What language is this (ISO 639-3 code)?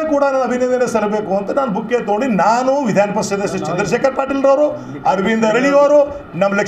kan